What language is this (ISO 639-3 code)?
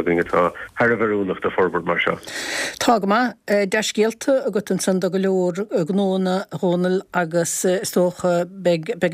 gle